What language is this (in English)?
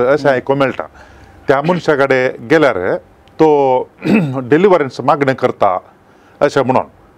Konkani